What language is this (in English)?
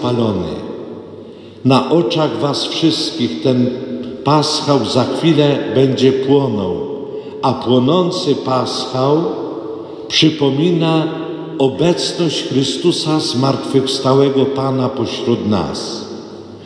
Polish